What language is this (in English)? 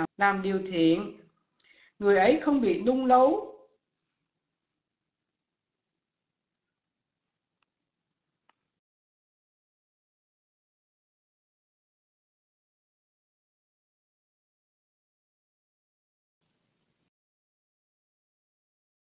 Vietnamese